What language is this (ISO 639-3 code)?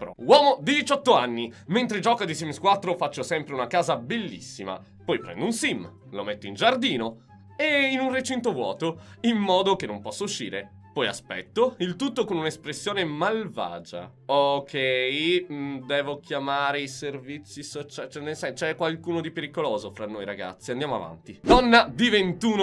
ita